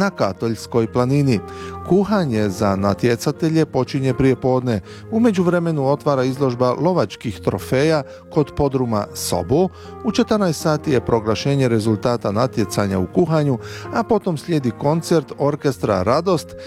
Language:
Croatian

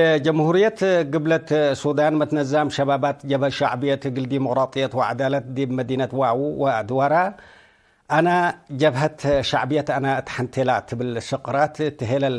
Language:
Tigre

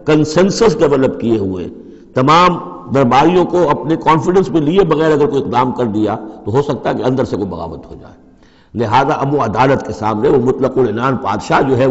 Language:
Urdu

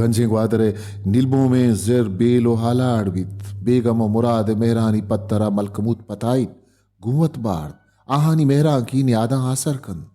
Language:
Baluchi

